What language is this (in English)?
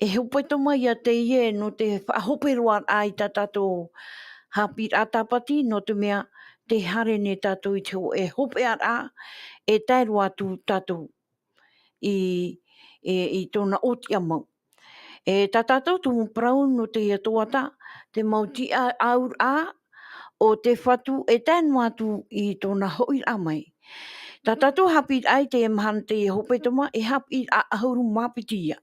Tahitian